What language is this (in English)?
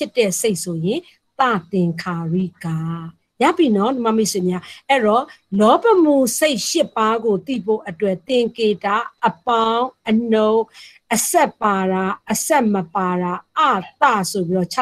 Burmese